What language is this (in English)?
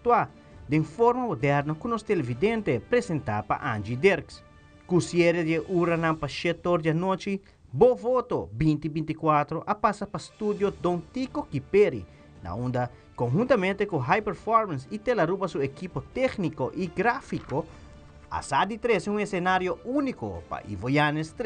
Papiamento